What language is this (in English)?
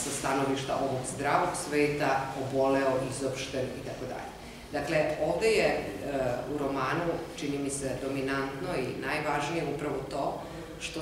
Serbian